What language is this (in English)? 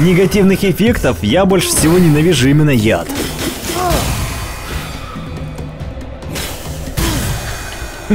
Russian